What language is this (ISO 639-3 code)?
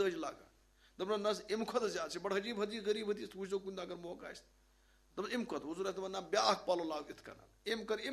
kas